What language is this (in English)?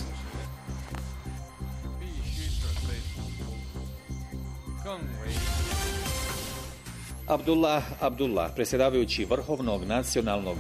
Bosnian